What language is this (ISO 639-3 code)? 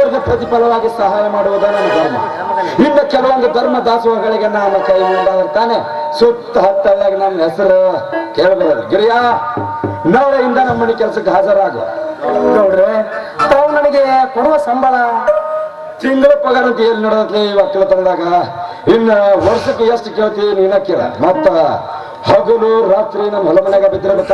kan